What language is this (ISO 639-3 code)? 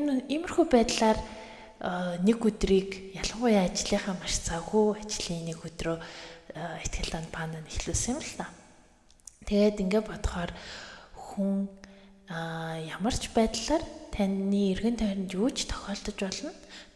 mon